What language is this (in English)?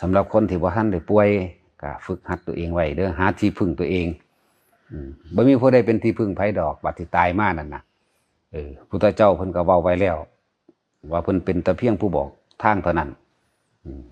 Northeastern Thai